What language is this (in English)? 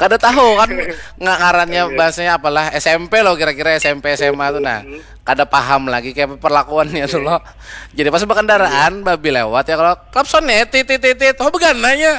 Banjar